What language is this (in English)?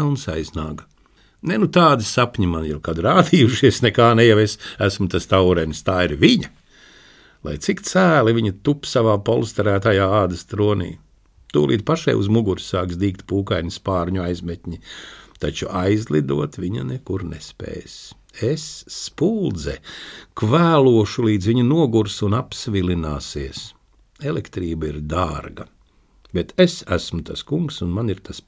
Latvian